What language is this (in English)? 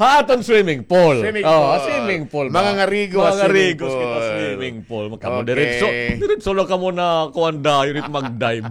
Waray